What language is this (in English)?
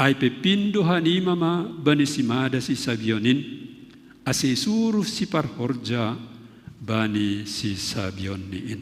Batak Simalungun